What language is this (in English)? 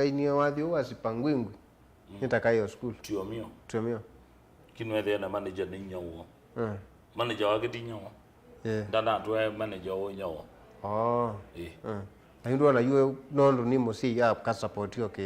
Kamba